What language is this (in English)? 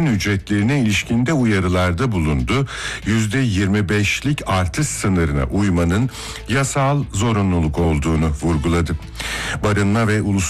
Turkish